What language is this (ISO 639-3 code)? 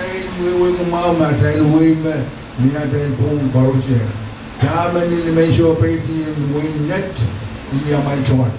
pon